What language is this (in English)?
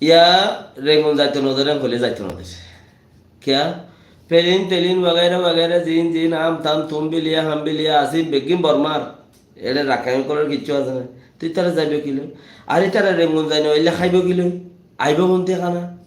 Rohingya